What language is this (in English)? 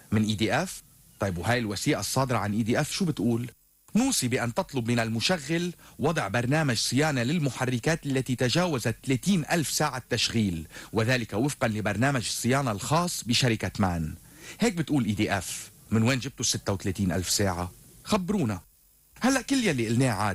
North Levantine Arabic